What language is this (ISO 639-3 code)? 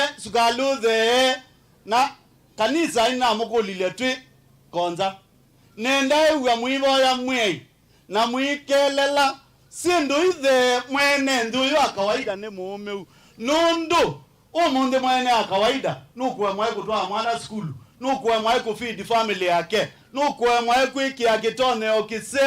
kam